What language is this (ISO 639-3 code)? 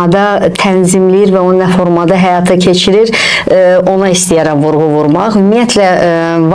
aze